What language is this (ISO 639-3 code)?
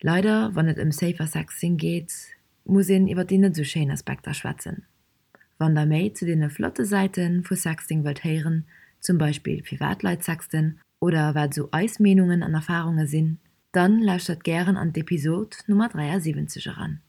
ltz